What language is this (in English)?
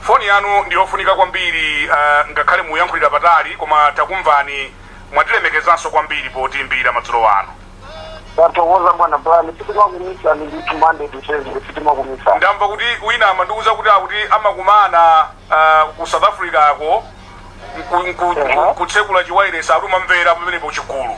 Nyanja